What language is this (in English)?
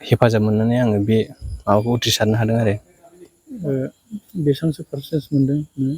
Bodo